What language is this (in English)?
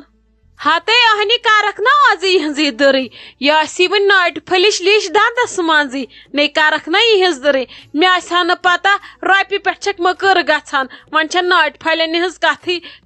Kashmiri